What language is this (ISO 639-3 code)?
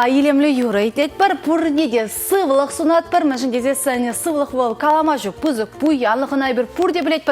chv